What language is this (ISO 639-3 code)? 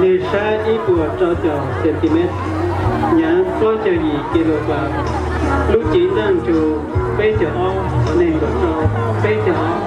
hmn